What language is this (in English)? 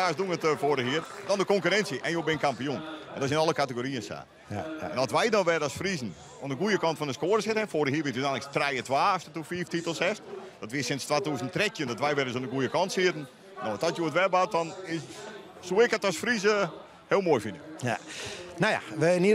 Western Frisian